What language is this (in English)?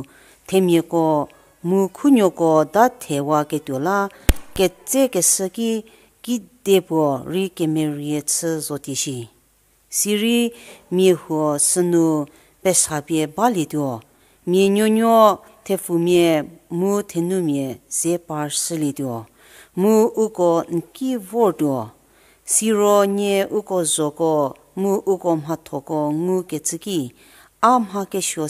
Angami Naga